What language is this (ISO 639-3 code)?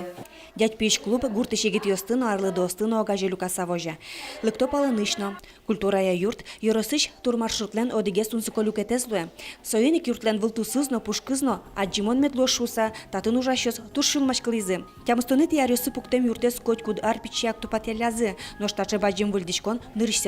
udm